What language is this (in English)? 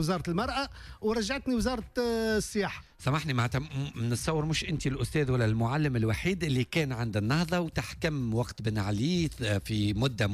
Tunisian Arabic